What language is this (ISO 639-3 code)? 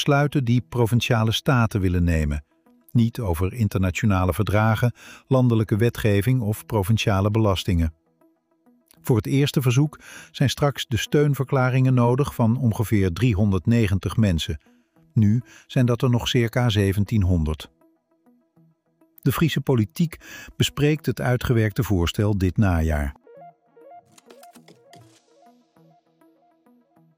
nld